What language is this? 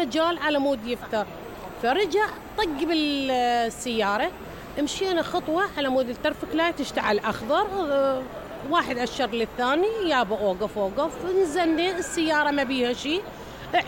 Mesopotamian Arabic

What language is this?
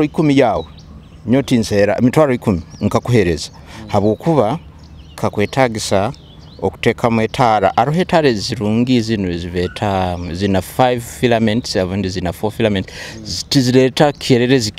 Nyoro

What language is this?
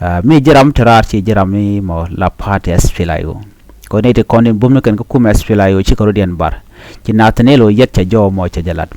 Nuer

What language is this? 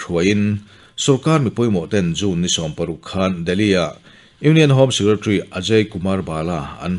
Mizo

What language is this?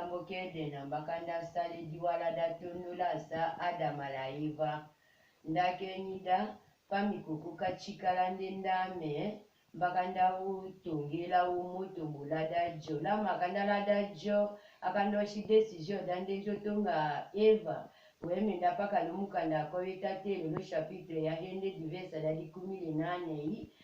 Tetela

